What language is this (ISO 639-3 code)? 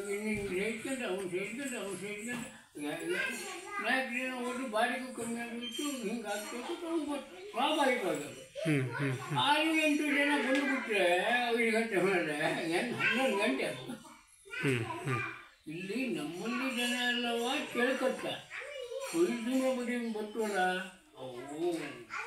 kan